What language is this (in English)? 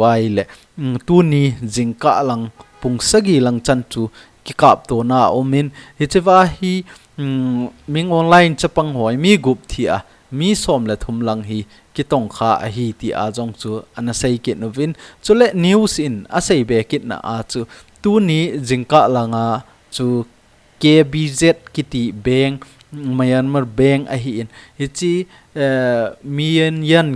Thado Chin